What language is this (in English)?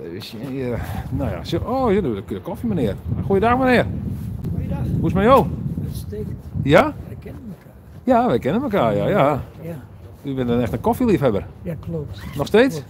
Western Frisian